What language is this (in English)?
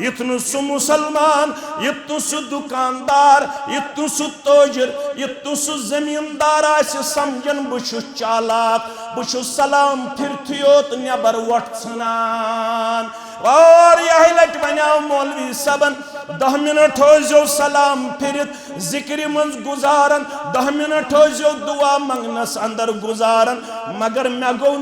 Kashmiri